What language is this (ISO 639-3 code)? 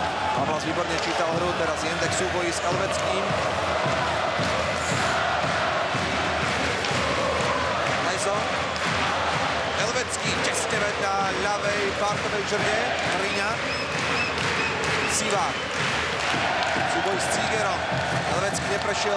slk